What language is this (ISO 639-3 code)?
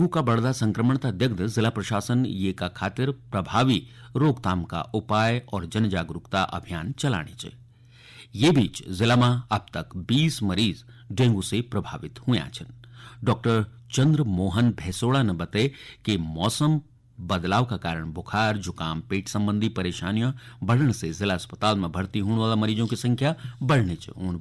gbm